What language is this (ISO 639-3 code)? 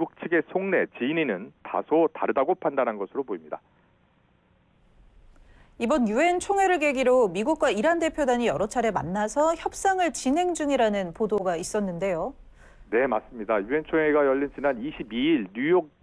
kor